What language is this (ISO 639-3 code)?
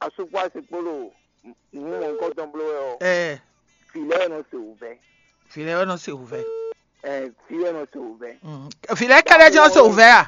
fon